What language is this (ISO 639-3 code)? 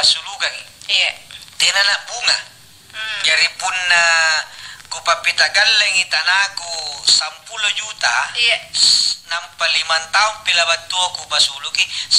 mak